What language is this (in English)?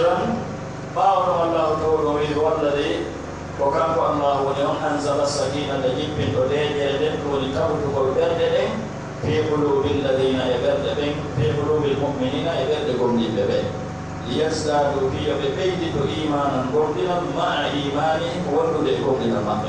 Pular